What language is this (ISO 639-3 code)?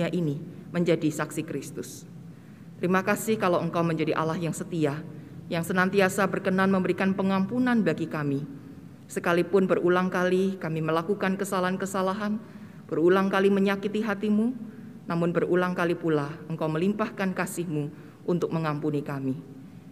ind